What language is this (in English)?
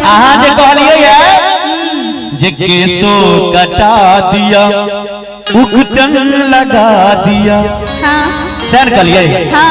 Maithili